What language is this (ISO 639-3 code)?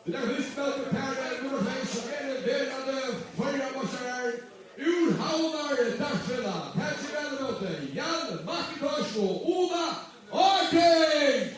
fao